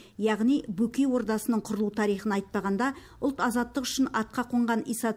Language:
Kazakh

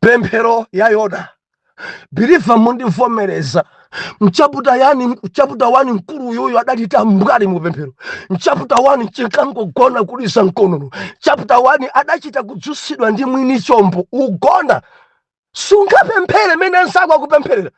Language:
Nyanja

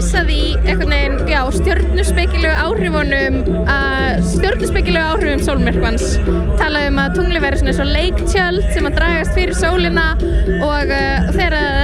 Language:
Icelandic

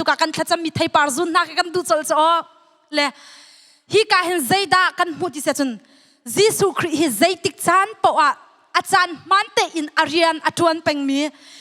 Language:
Hakha Chin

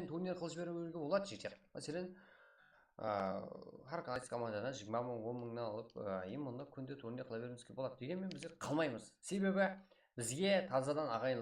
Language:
Kara-Kalpak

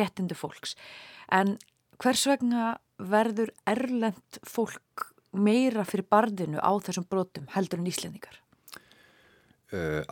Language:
Icelandic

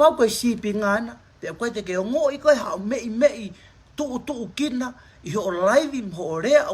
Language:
Tongan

